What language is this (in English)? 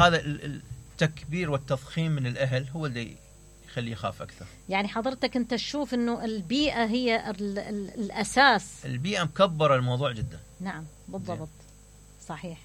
Mesopotamian Arabic